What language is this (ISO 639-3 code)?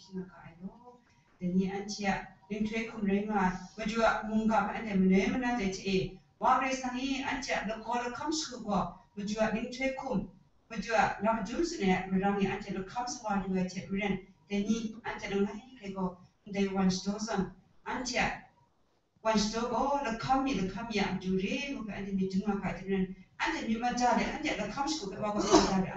kac